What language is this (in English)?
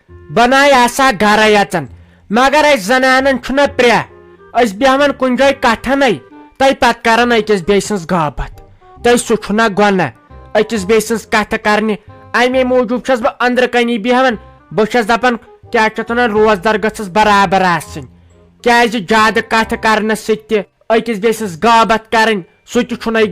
Kashmiri